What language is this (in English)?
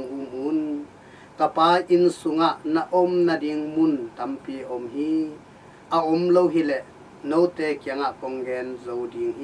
Tedim Chin